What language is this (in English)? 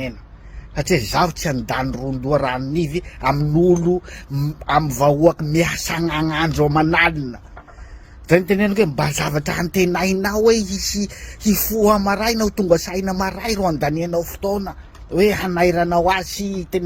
Malagasy